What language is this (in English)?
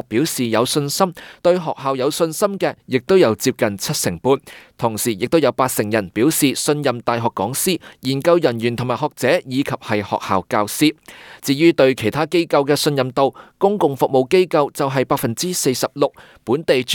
Cantonese